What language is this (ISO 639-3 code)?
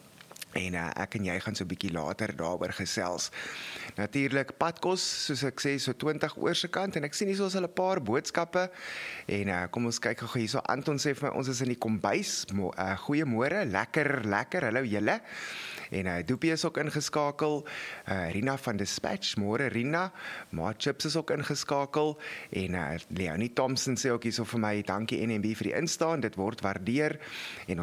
afr